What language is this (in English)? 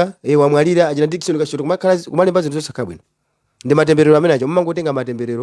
Nyanja